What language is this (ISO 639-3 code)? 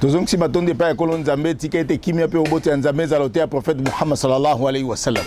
lin